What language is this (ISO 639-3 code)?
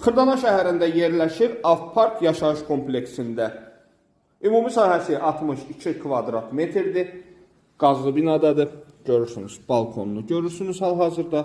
aze